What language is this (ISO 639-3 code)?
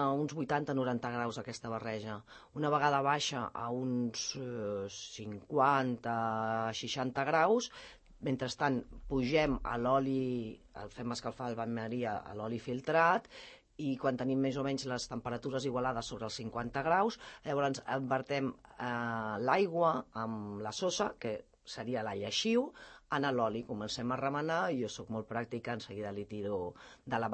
cat